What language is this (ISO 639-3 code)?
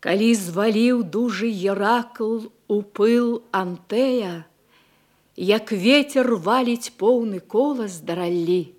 bel